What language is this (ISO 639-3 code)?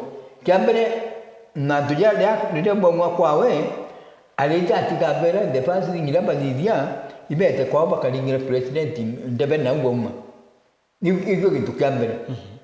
mer